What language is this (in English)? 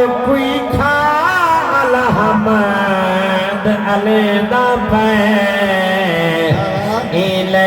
Saraiki